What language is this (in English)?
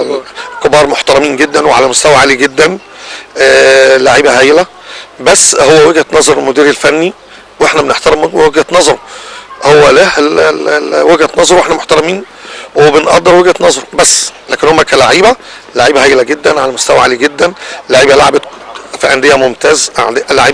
Egyptian Arabic